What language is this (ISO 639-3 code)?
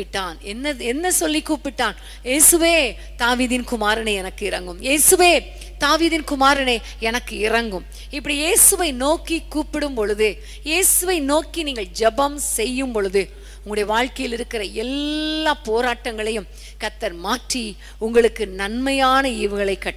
tam